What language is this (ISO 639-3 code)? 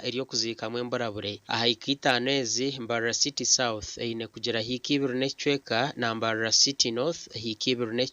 nyn